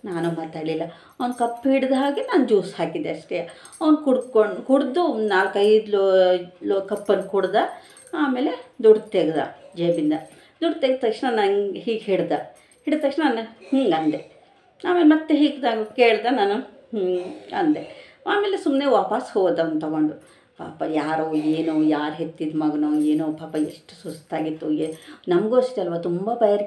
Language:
Kannada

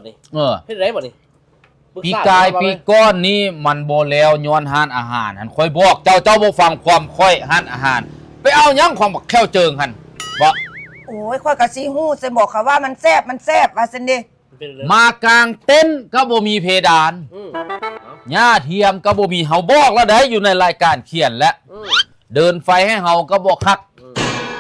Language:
Lao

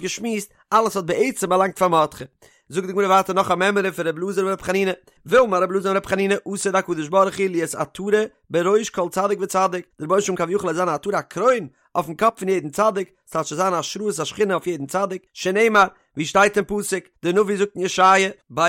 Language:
Yiddish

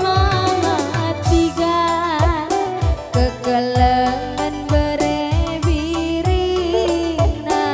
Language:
Batak Karo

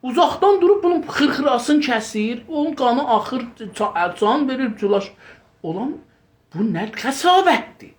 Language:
South Azerbaijani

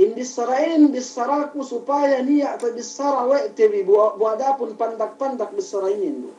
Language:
Yakan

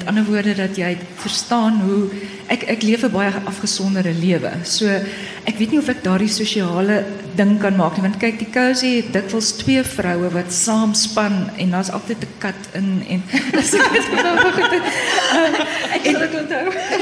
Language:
Afrikaans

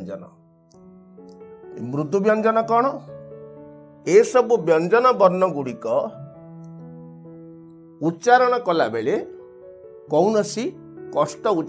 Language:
Odia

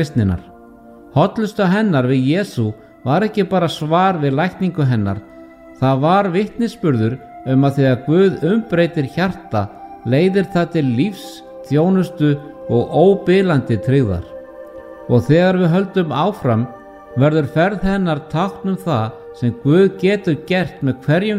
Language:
Icelandic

